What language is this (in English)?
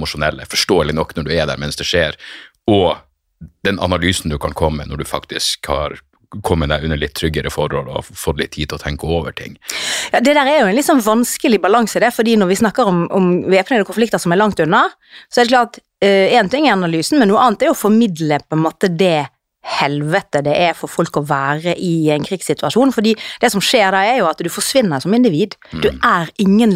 Norwegian